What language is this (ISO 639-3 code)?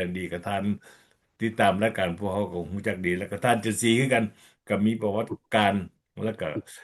lao